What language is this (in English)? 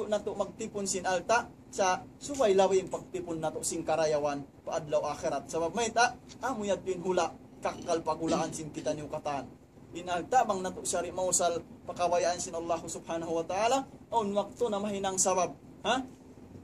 Tausug